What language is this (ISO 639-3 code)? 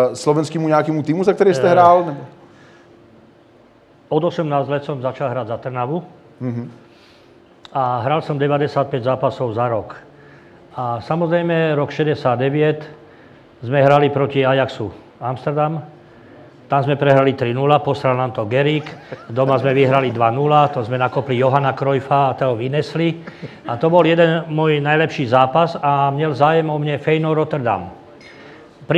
ces